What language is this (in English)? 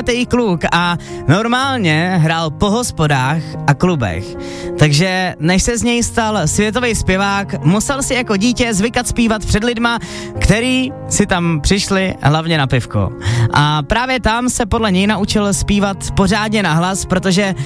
Czech